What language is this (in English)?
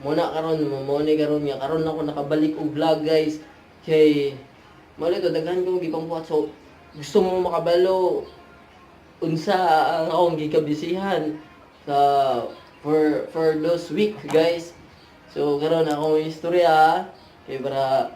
Cebuano